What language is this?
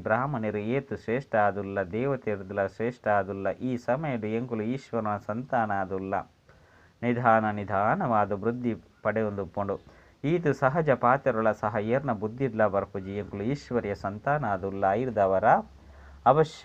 Tulu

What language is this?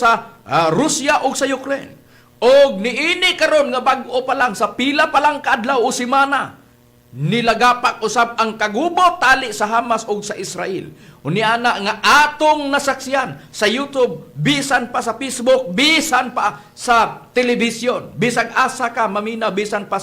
Cebuano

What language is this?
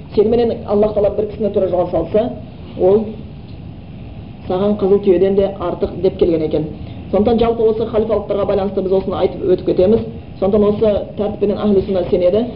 Kazakh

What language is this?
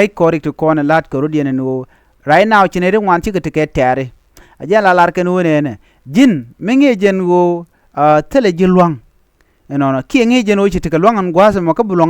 Nuer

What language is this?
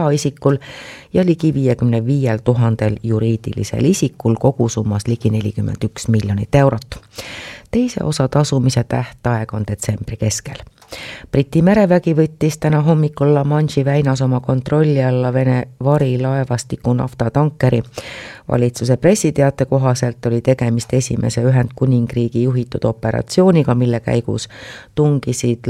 Estonian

